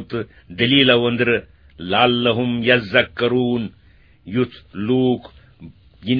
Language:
Kashmiri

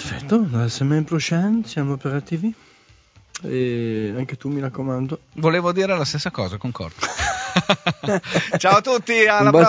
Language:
Italian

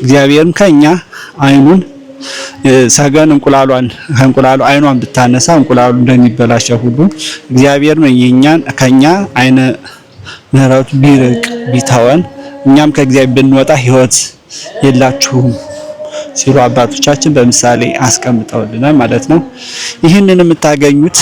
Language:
Amharic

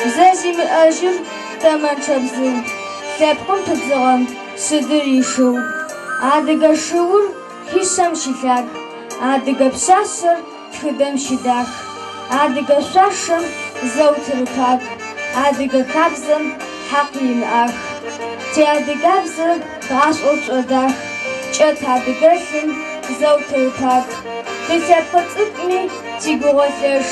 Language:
Adyghe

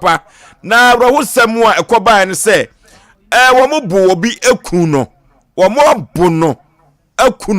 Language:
Akan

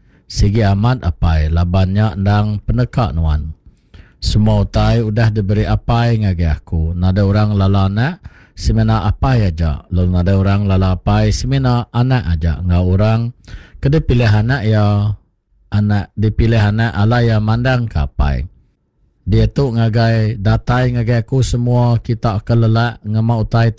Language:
Iban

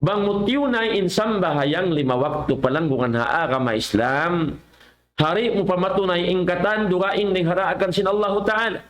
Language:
Tausug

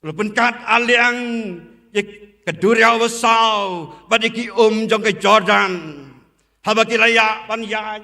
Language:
Khasi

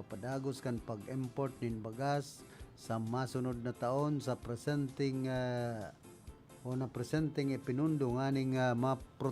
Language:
Bikol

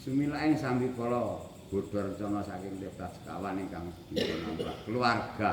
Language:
Javanese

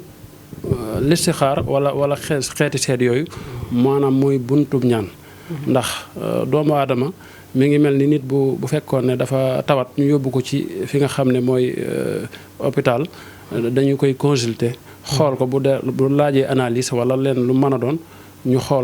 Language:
Wolof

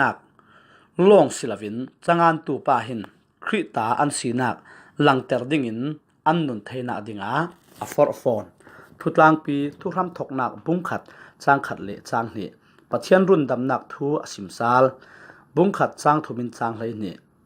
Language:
Falam Chin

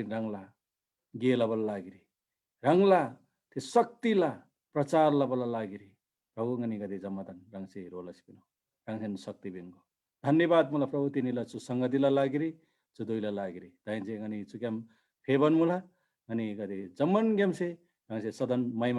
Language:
Eastern Tamang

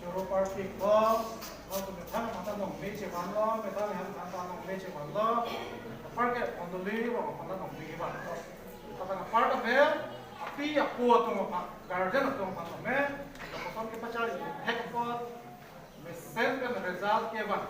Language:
Karbi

